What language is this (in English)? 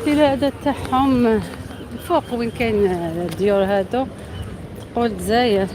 Algerian Arabic